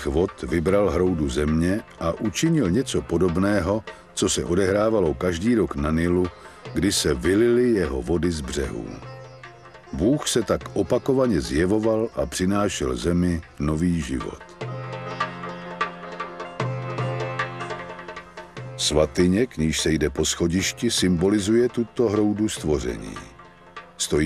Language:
Czech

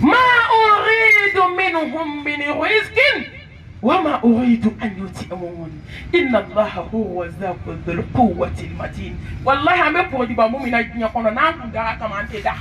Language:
Bambara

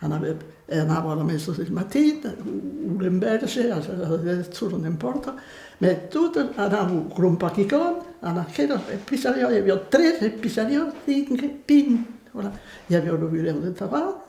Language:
Occitan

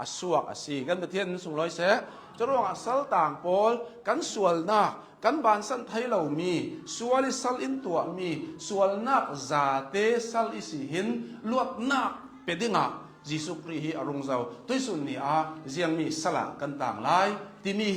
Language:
Hakha Chin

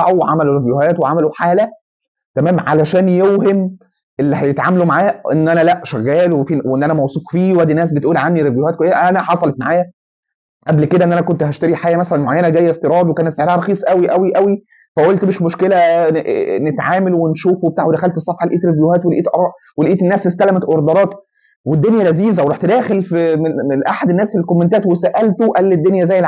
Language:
Egyptian Arabic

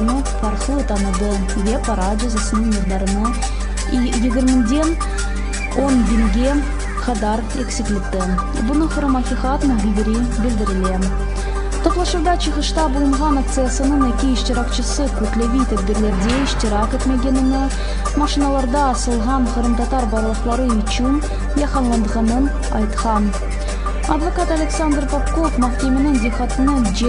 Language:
Crimean Tatar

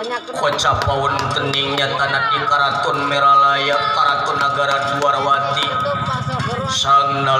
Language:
Sundanese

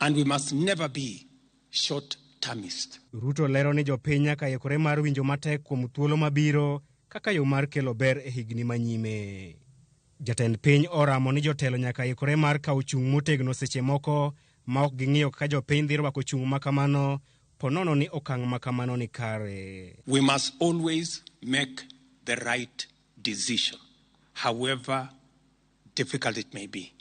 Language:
Luo (Kenya and Tanzania)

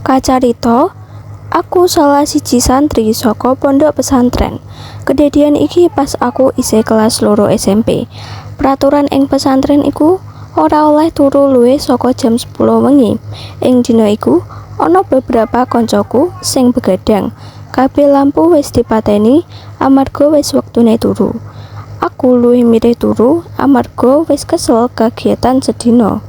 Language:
Javanese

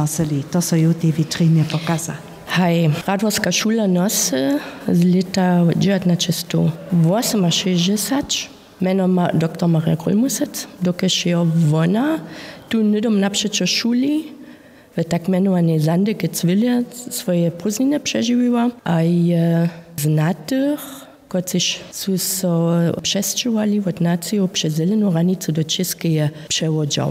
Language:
Upper Sorbian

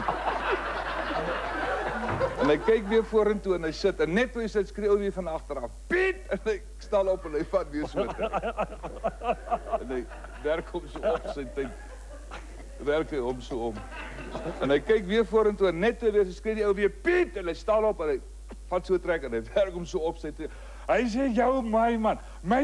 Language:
Afrikaans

